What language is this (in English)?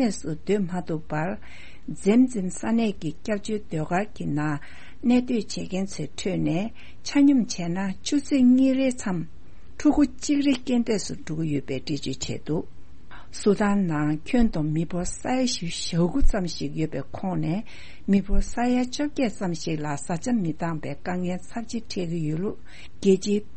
Tibetan